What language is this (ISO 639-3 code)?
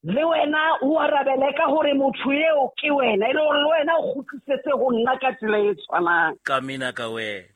sot